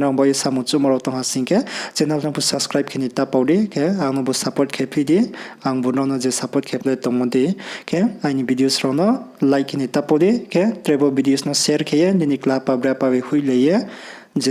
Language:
Riang (India)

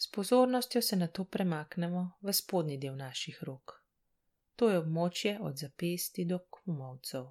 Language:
Slovenian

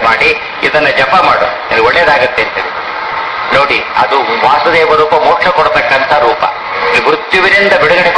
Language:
Kannada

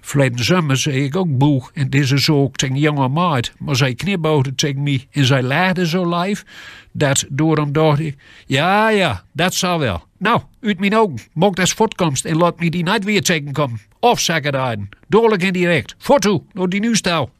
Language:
Gronings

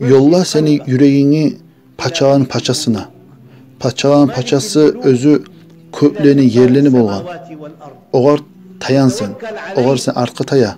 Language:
Kumyk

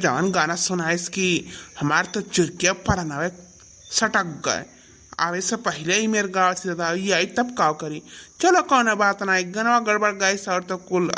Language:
Awadhi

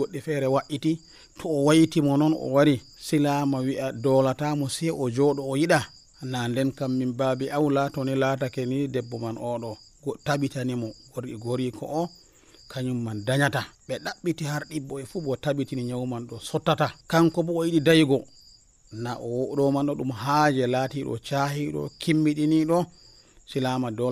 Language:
Nigerian Fulfulde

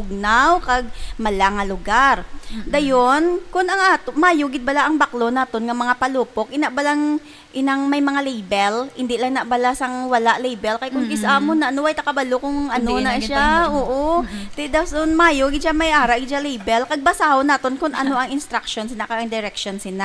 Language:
Hiligaynon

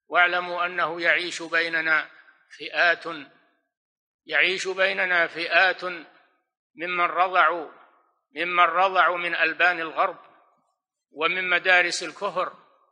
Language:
Arabic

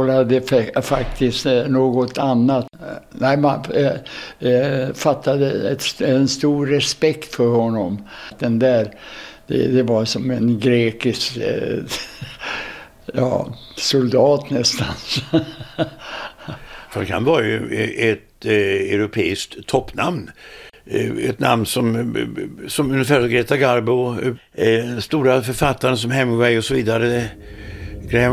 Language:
Swedish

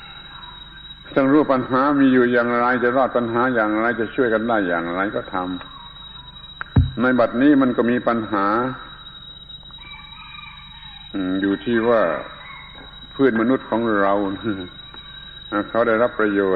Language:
Thai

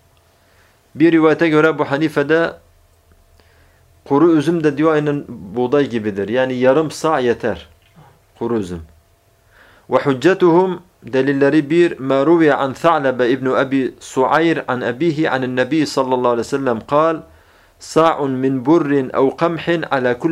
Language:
Turkish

